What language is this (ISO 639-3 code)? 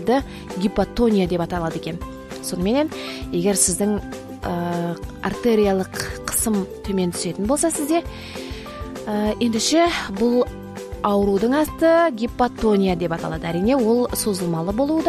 kaz